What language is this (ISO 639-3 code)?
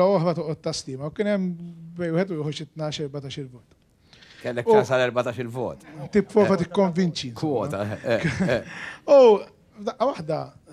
mlt